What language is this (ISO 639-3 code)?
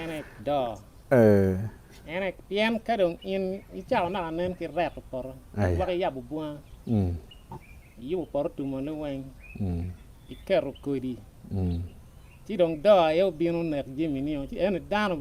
ach